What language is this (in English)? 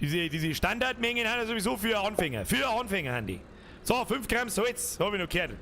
Bavarian